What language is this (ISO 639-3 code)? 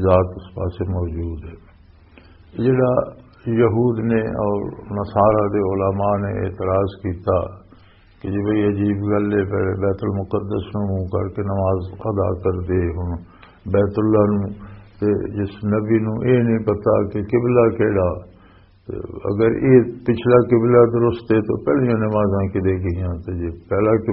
lah